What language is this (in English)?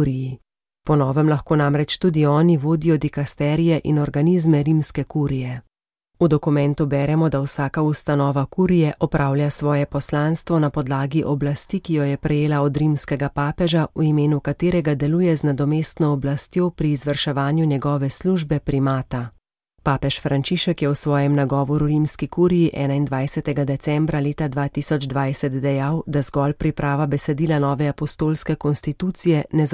Slovenian